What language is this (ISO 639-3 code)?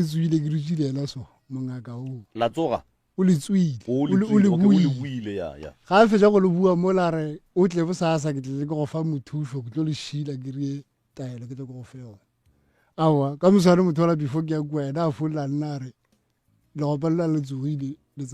nso